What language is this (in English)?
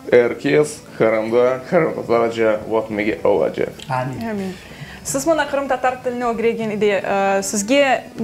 Crimean Tatar